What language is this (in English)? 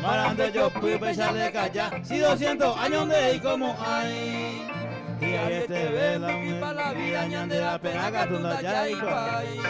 Guarani